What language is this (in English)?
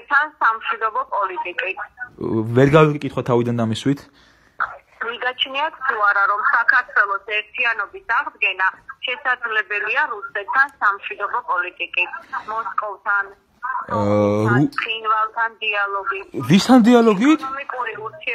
Georgian